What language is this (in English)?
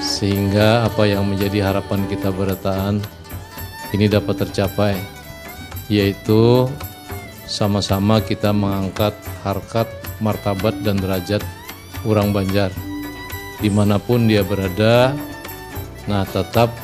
Banjar